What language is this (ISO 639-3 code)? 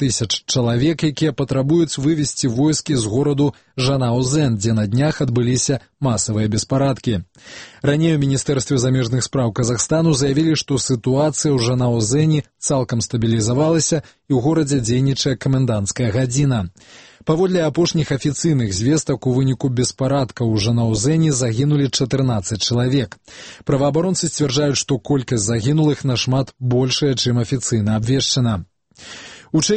bel